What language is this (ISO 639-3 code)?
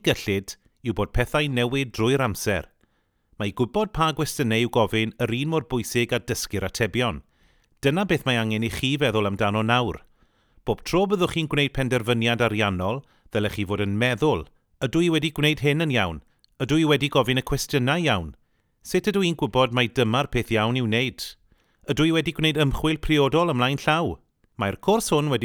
cym